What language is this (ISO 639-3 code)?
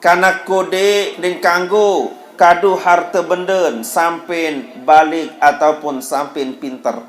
sas